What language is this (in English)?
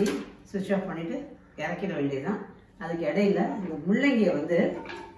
Tamil